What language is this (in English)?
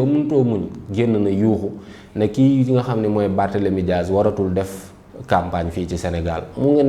Wolof